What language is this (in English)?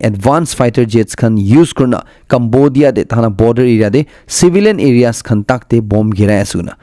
Naga Pidgin